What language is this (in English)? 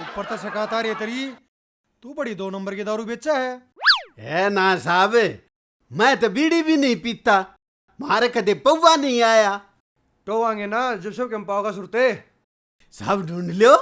Haryanvi